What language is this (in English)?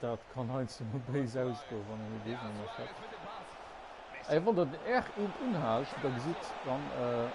Luxembourgish